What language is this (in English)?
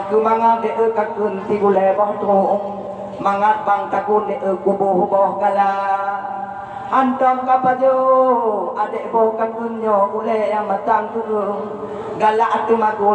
Achinese